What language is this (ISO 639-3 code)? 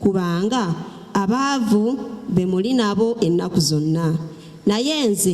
lug